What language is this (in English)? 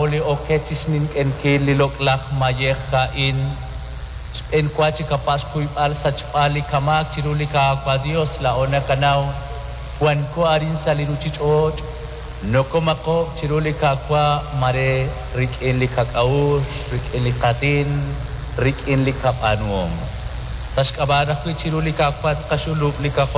Kekchí